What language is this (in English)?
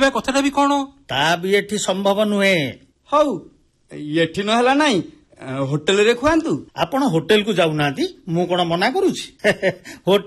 Odia